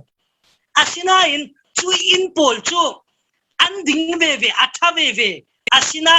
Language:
Falam Chin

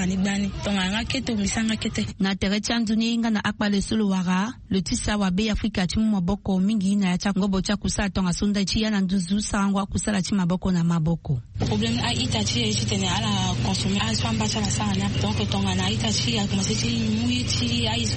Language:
Sango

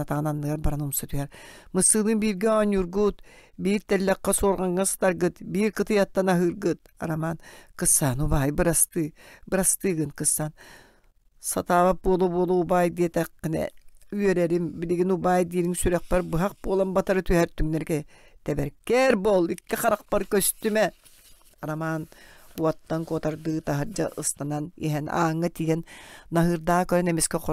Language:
Yakut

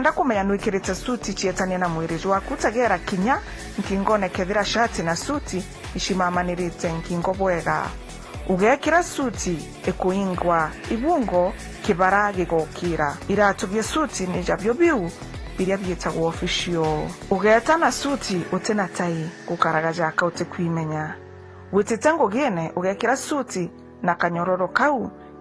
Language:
Meru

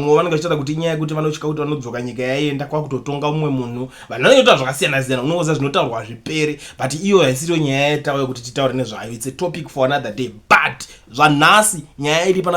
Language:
Shona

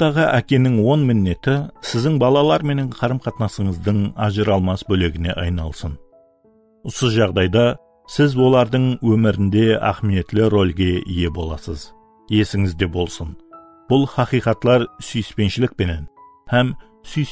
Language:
Kara-Kalpak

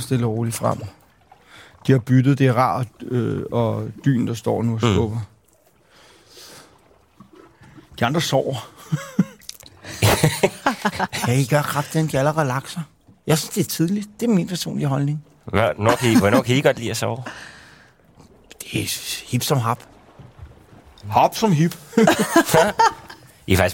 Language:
Danish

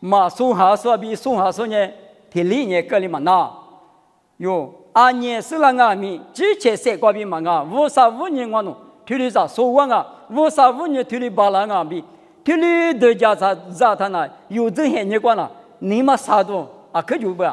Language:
Lisu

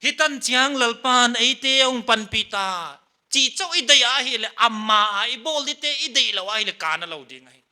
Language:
Paite Chin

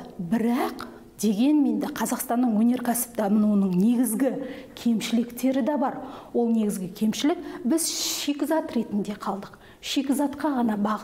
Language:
Kazakh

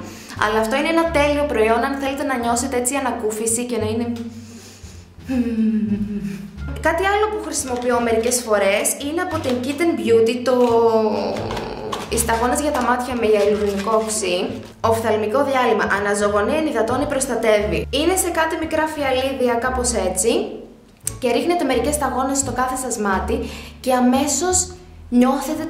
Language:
Greek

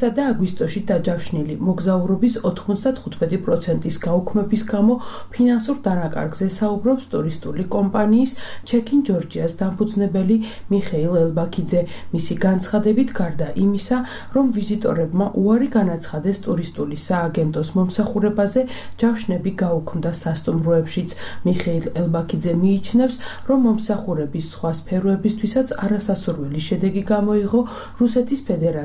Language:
Georgian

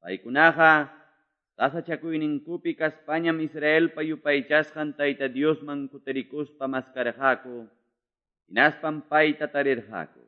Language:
Quechua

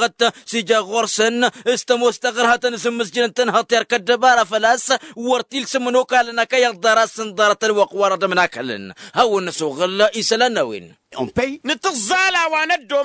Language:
Tamasheq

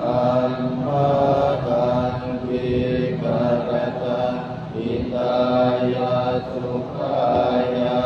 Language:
Pali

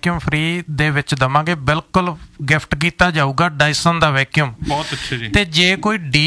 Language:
Punjabi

